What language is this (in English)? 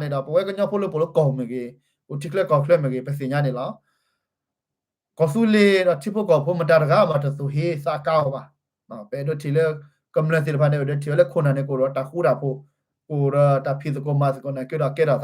S'gaw Karen